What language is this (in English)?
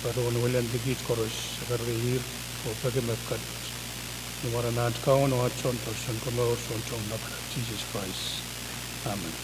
Pohnpeian